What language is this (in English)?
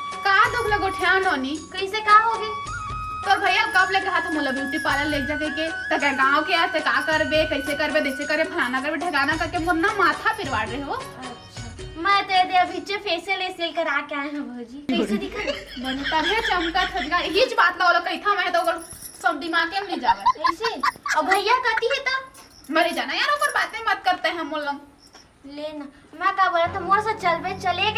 Chhattisgarhi